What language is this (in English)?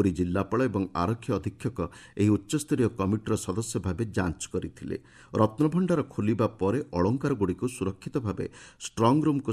Odia